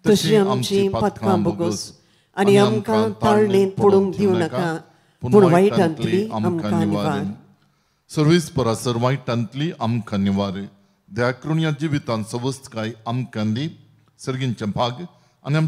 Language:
Konkani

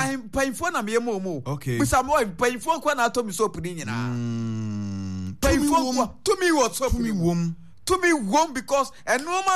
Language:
Akan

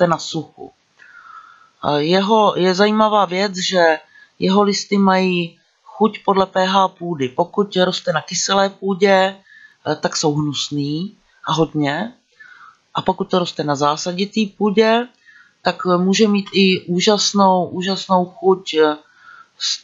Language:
Czech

